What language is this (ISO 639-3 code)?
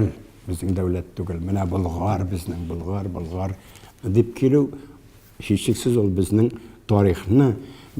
tat